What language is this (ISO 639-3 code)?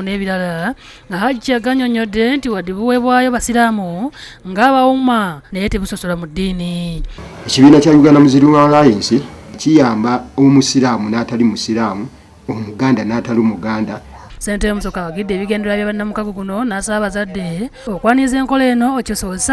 lug